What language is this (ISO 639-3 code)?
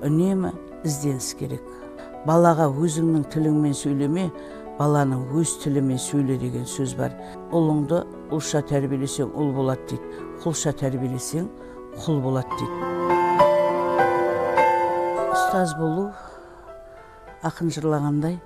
kaz